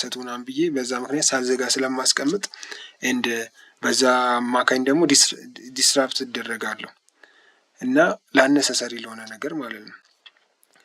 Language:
Amharic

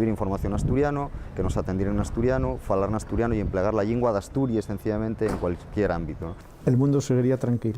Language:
Asturian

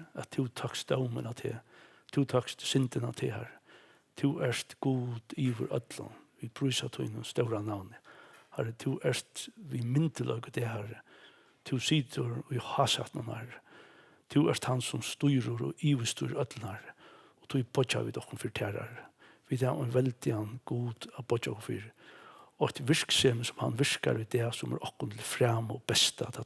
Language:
Faroese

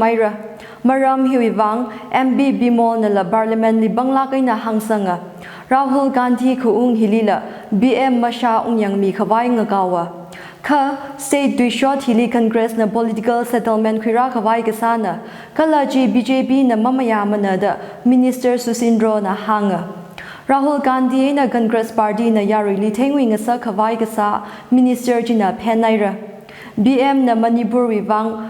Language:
Tangkhul Naga (India)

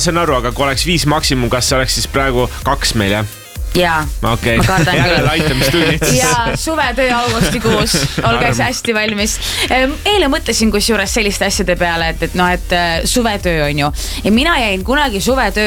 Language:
Estonian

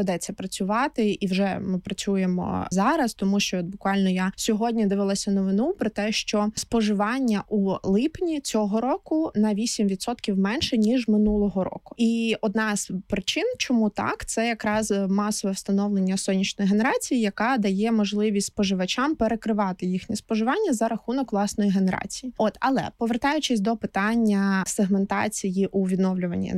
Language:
Ukrainian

